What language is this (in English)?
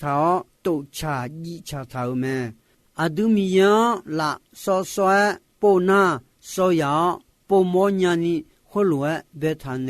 Akha